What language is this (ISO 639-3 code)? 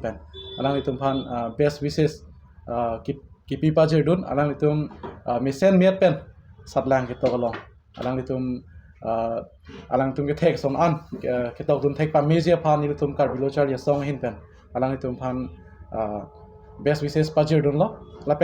mjw